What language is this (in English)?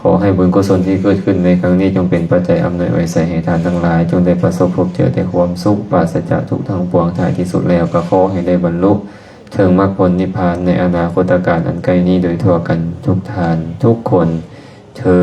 Lao